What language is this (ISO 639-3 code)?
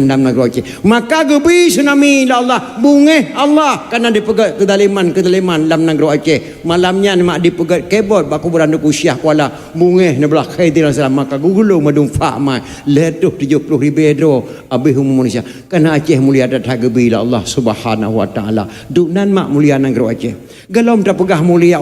ace